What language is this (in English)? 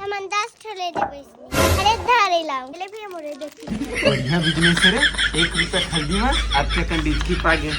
Chhattisgarhi